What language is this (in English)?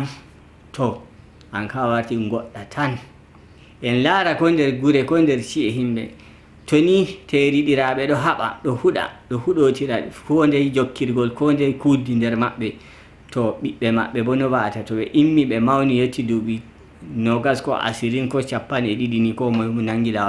Nigerian Fulfulde